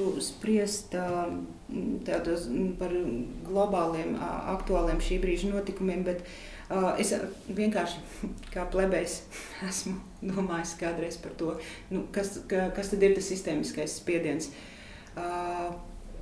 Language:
Latvian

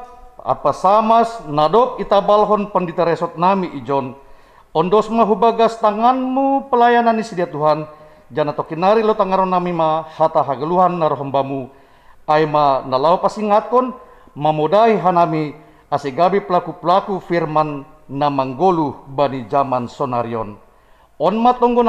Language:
Batak Simalungun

